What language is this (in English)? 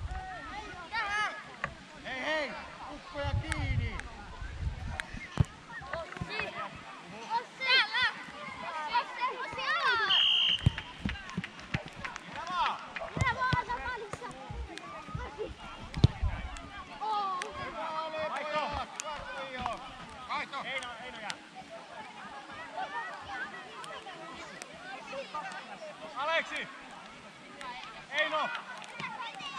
Finnish